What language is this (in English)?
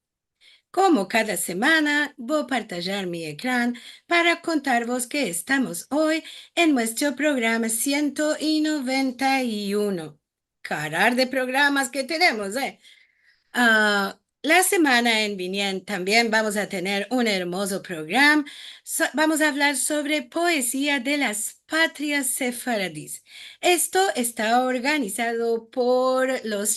Ladino